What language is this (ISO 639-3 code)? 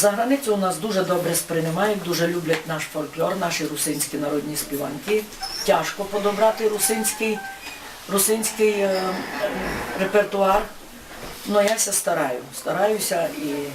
rue